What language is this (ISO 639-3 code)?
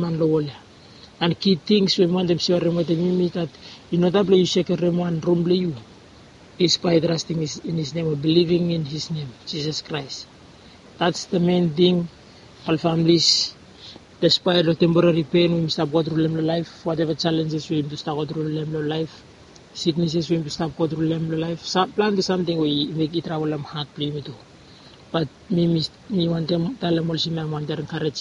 bis